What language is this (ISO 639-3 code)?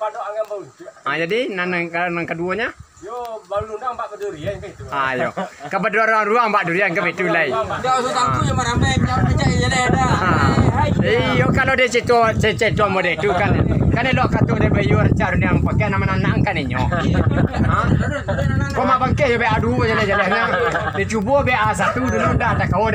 min